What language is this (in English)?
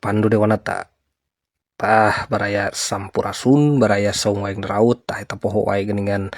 Sundanese